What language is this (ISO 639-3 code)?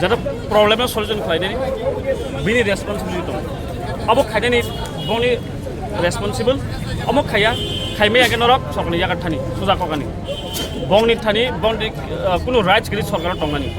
trp